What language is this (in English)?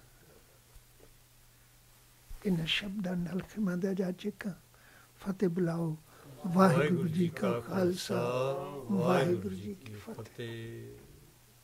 Punjabi